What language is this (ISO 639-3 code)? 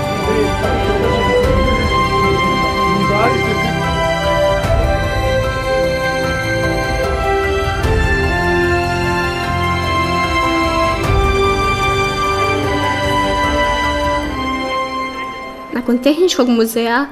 hrv